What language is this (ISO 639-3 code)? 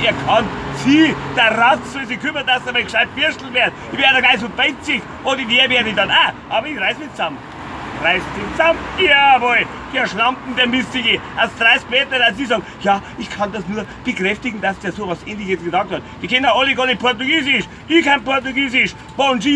bar